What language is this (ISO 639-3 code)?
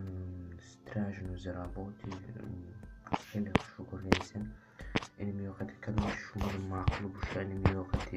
tgk